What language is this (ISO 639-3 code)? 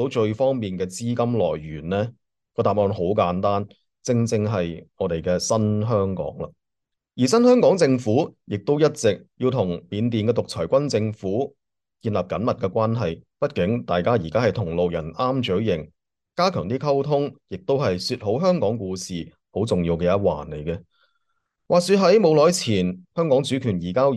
yue